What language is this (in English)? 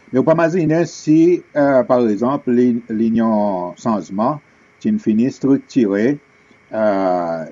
Seselwa Creole French